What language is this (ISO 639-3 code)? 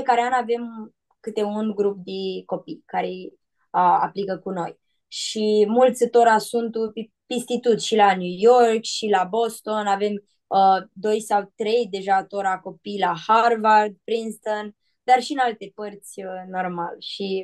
rup